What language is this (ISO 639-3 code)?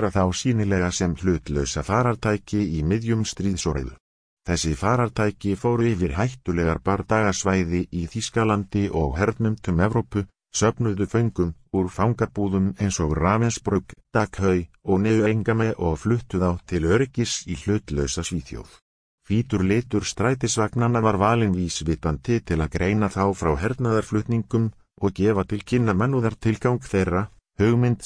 isl